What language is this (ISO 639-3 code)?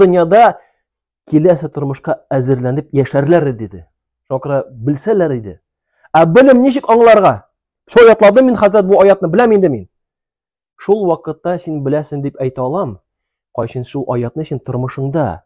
tat